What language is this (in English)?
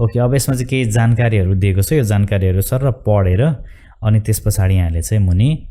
Nepali